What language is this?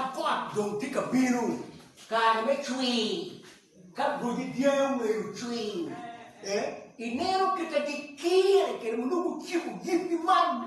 Acoli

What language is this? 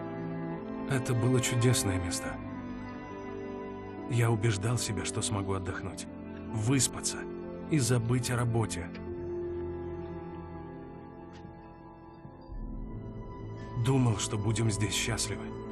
Russian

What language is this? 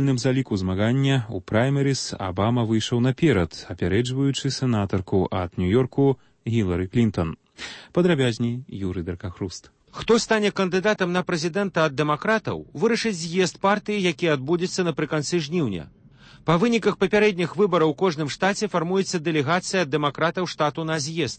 Belarusian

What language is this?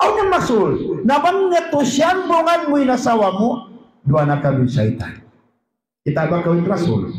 Tausug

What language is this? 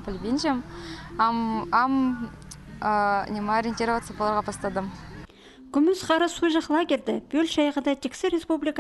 Khakas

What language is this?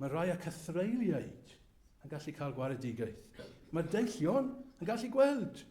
Welsh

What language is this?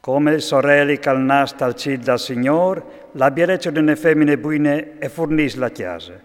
Friulian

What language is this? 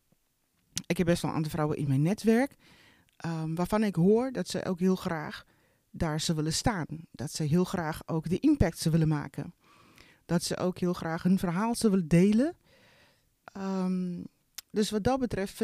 Dutch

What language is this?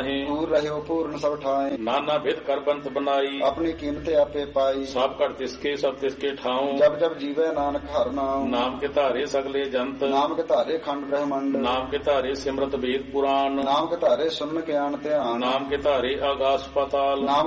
Punjabi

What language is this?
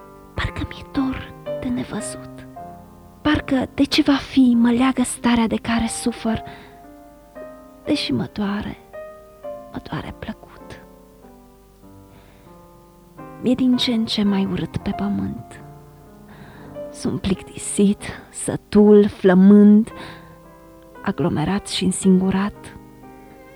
Romanian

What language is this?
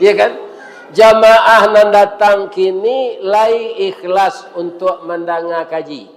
Minangkabau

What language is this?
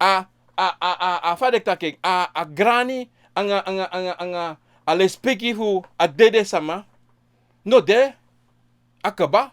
Sranan Tongo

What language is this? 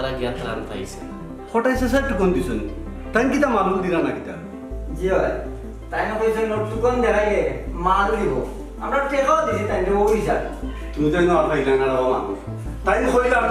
Sylheti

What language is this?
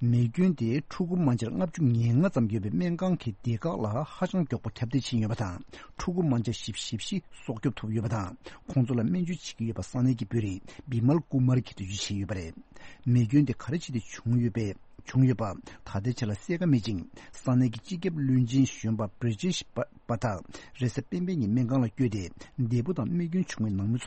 Tibetan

